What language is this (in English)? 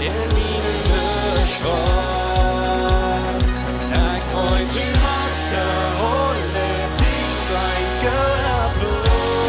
Plautdietsch